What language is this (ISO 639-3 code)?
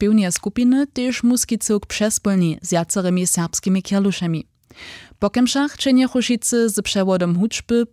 hsb